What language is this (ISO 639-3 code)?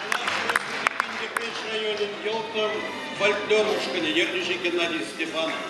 chv